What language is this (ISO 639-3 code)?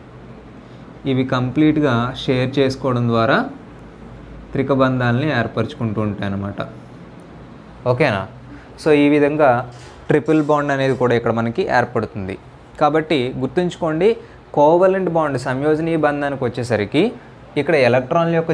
tel